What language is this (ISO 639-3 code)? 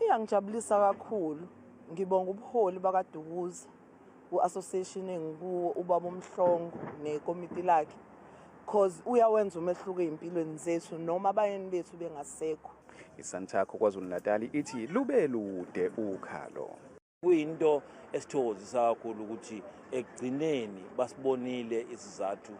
zul